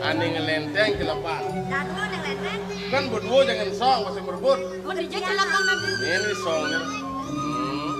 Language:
Balinese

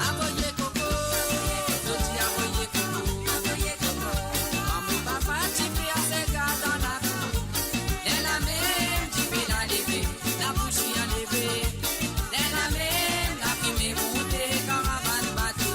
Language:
Morisyen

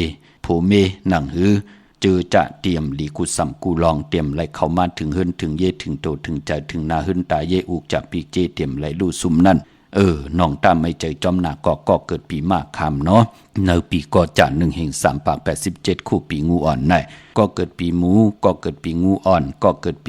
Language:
Shan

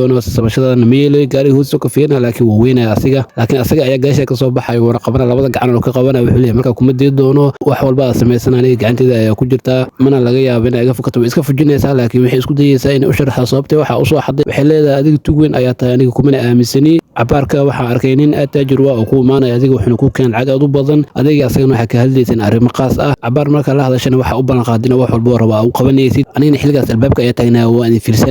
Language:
Somali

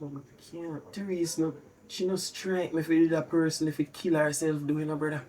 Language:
Jamaican Creole English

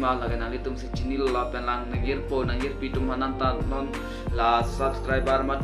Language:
Karbi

